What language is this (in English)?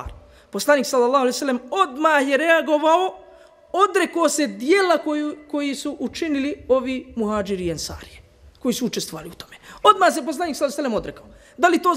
Bosnian